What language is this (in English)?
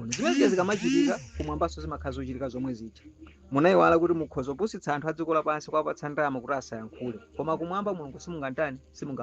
Nyanja